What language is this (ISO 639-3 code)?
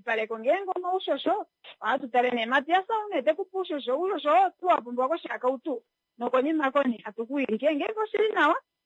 kua